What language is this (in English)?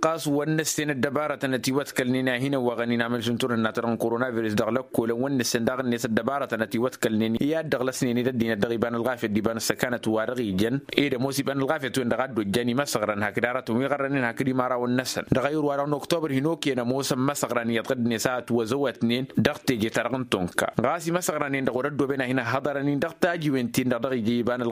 Tamasheq